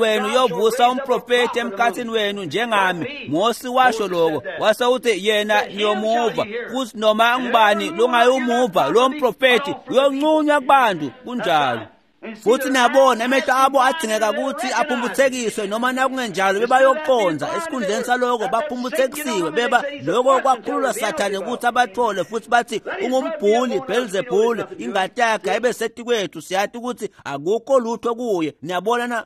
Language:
Swati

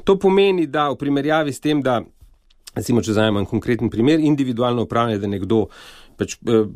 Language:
Slovenian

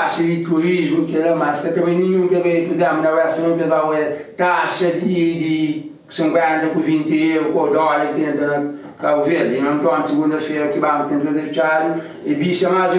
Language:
Kabuverdianu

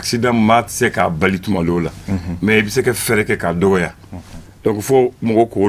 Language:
Bambara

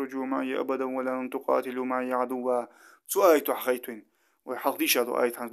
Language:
Ingush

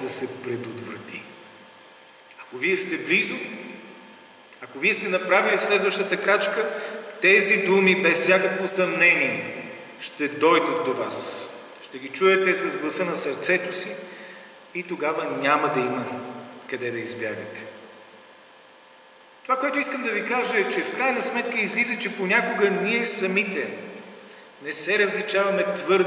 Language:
Bulgarian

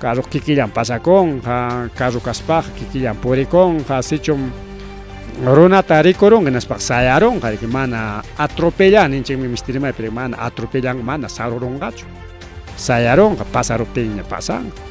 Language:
Ayacucho Quechua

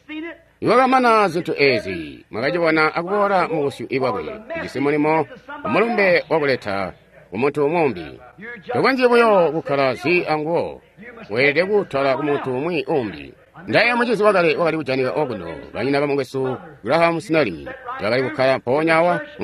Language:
Tonga (Zambia)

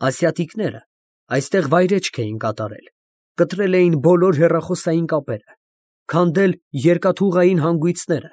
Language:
Armenian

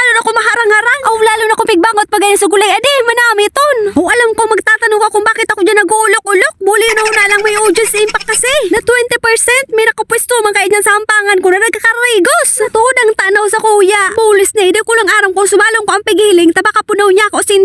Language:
Bikol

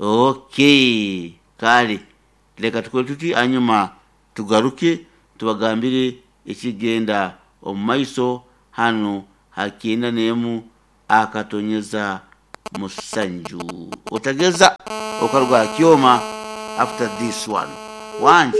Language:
Nyankole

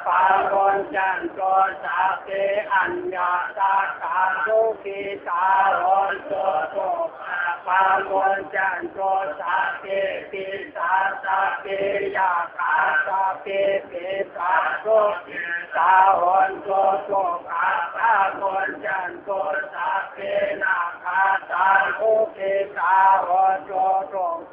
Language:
Lü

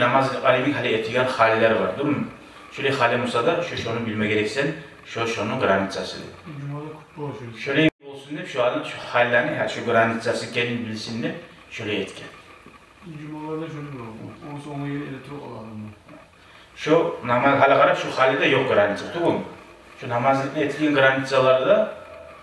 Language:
Kumyk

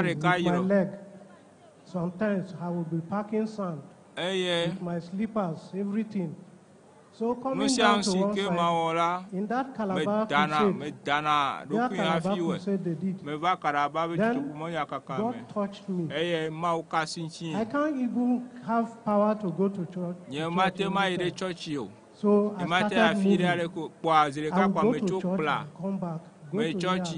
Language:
Ewe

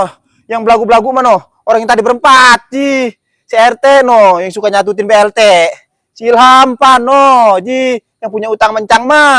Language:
Betawi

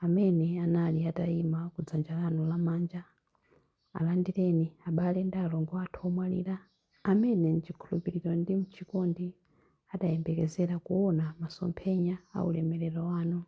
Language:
Nyanja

